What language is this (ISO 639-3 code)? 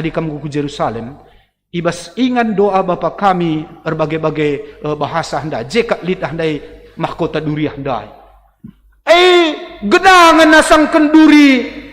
btx